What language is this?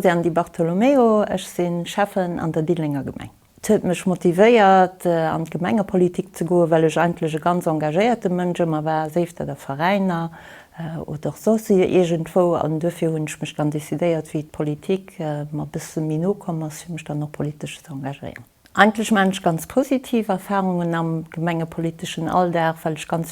Luxembourgish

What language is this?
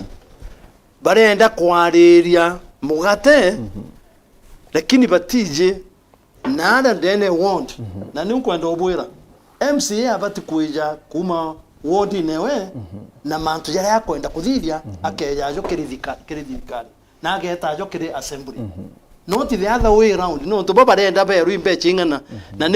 Meru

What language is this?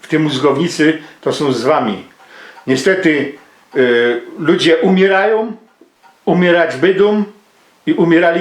Silesian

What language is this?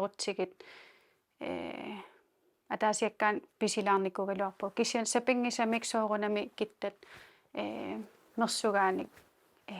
Kalaallisut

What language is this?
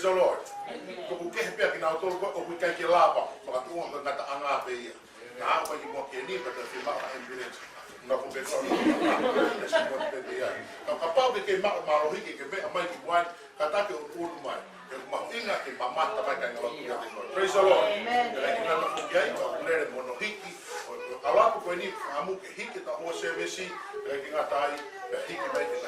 Tongan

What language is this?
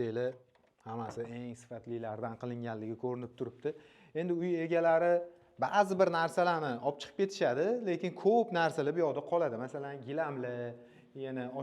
Uzbek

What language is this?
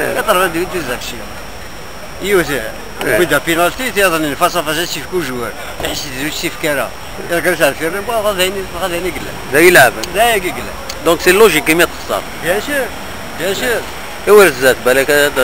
Kabyle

